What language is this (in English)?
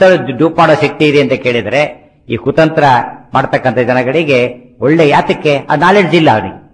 Kannada